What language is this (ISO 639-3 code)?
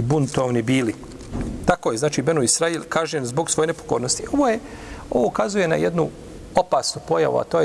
bos